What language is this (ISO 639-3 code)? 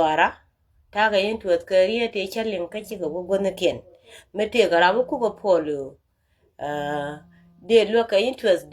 nus